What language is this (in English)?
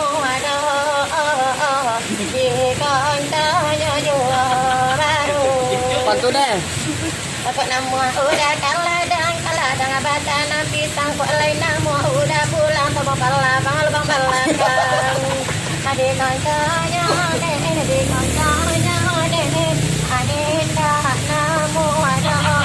Minangkabau